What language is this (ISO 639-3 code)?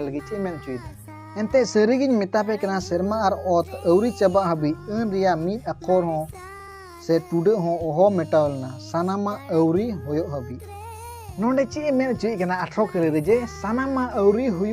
sat